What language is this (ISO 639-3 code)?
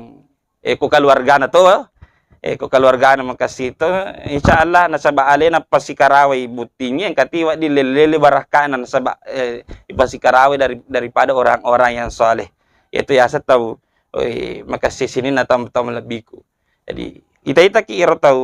bug